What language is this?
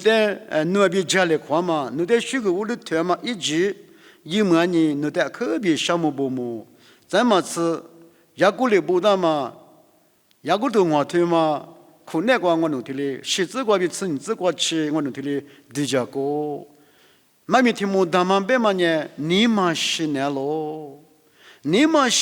Lisu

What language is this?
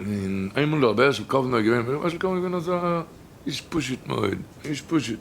Yiddish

